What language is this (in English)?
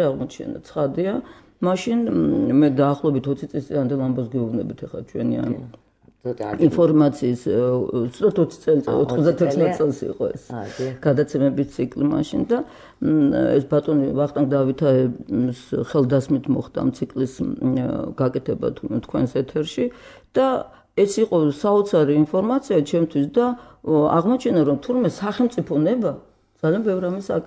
Georgian